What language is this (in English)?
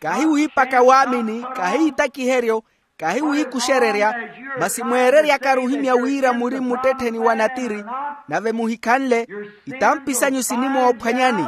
Makhuwa